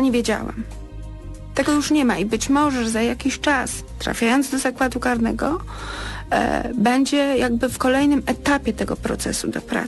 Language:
Polish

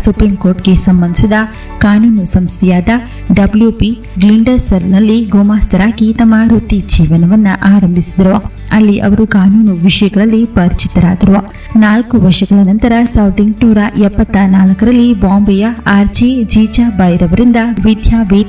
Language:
Kannada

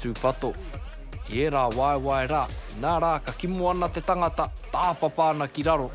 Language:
Māori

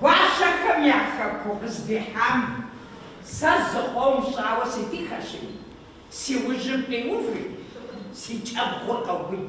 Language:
Kabardian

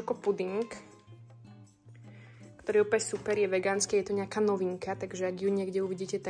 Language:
Slovak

